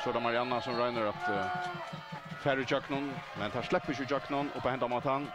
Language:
Faroese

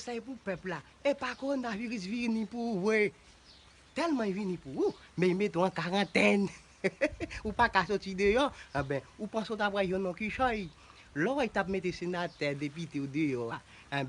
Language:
Haitian Creole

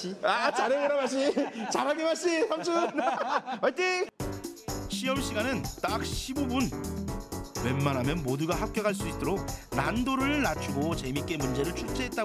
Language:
Korean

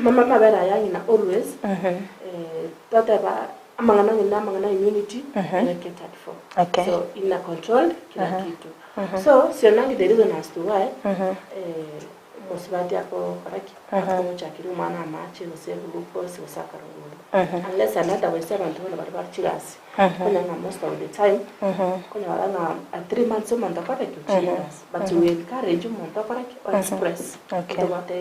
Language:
Gusii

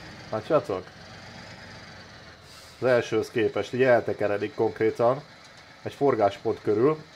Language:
Hungarian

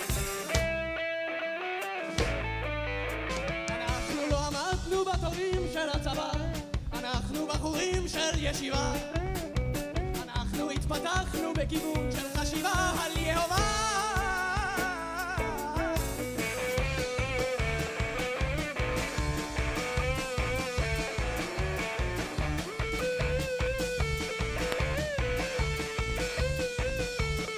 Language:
Hebrew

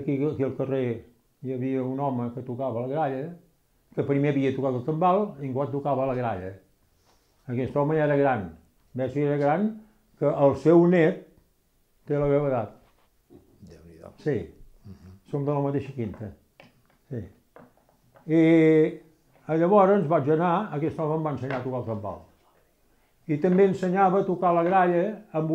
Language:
Catalan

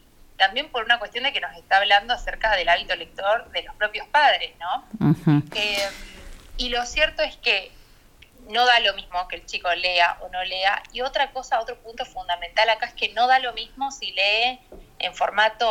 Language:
Spanish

